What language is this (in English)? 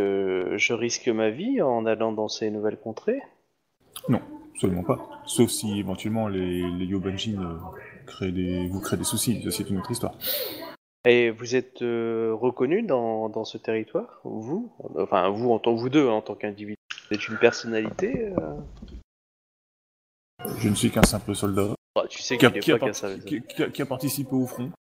French